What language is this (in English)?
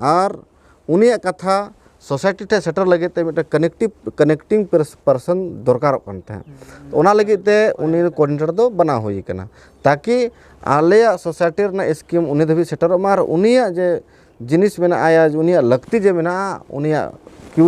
Santali